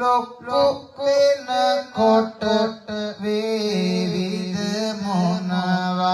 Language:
Sinhala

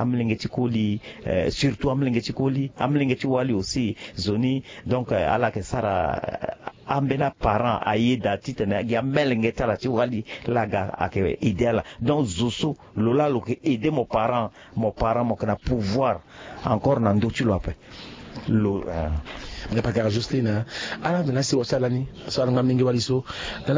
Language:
Sango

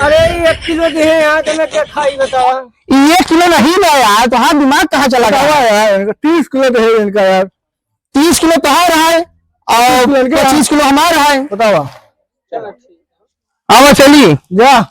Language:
Awadhi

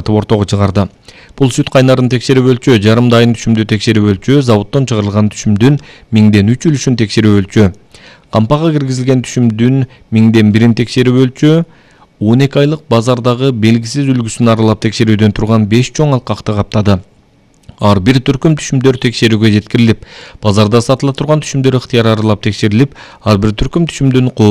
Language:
Kyrgyz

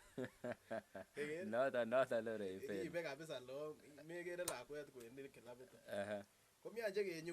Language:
Kalenjin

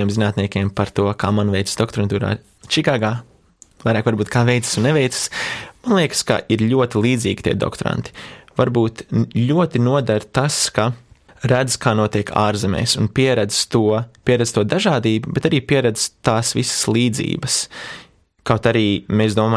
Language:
Latvian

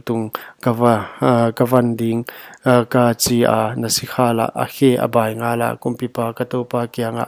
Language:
Paite Chin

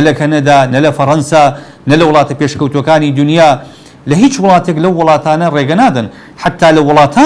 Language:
Central Kurdish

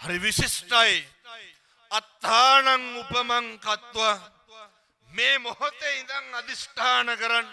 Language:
Sinhala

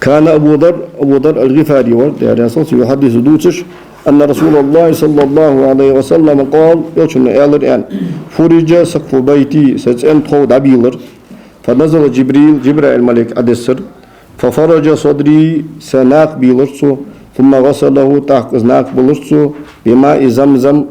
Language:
Ingush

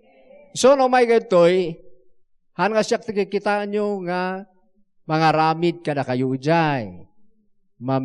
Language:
Iloko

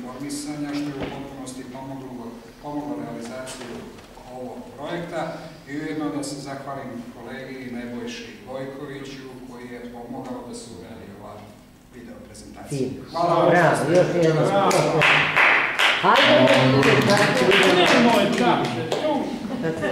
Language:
Serbian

